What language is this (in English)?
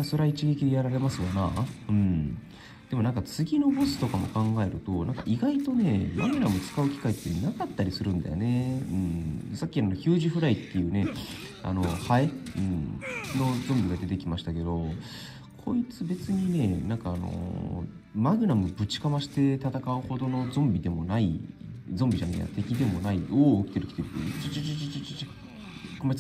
Japanese